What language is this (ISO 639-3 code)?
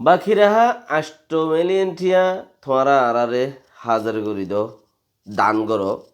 rhg